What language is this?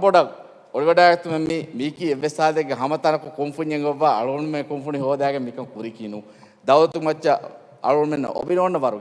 Divehi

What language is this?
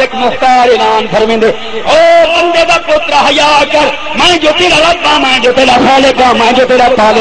Saraiki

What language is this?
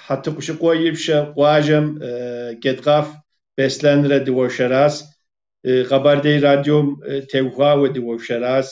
Kabardian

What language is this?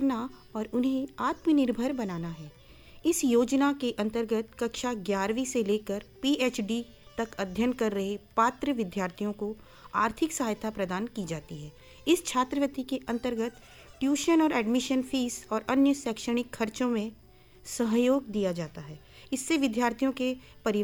Hindi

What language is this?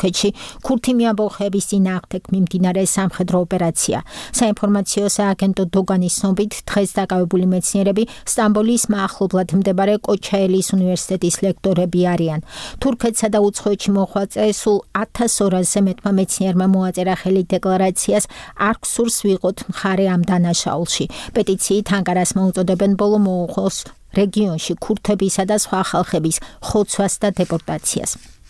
Georgian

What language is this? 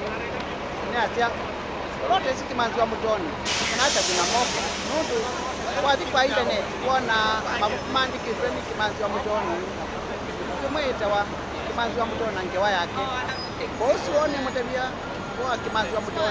Kamba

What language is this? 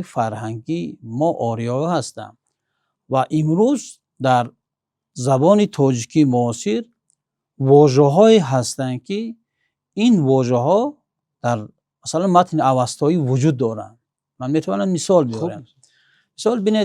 Tajik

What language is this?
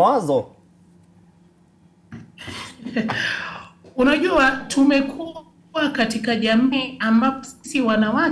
Swahili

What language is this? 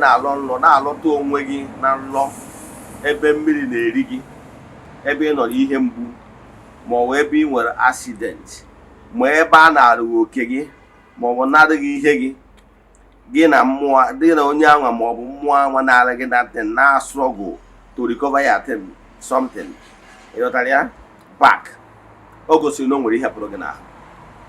Igbo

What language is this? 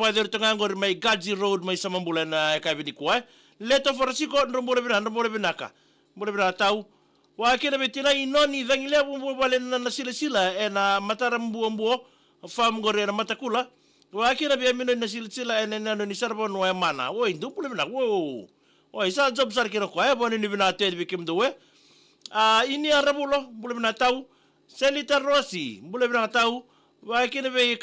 Fijian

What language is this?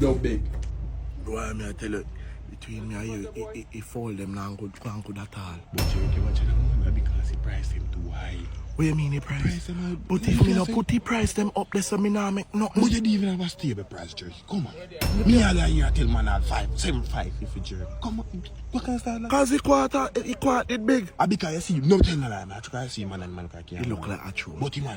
Jamaican Creole English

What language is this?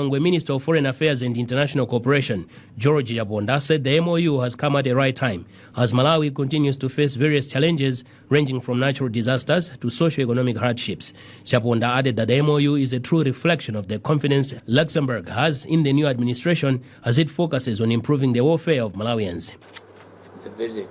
English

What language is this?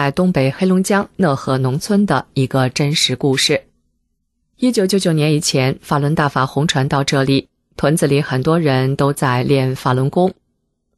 Chinese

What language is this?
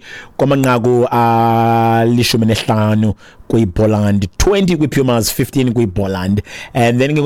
Xhosa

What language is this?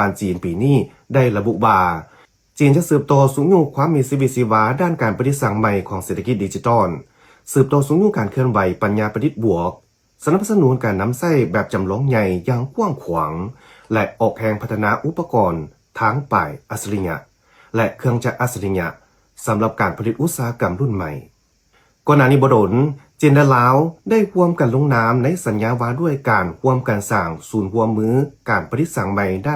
Lao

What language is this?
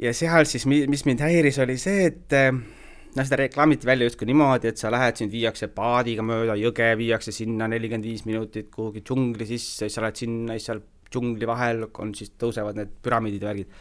Estonian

